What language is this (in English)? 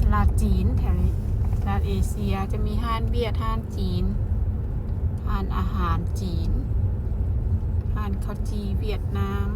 Lao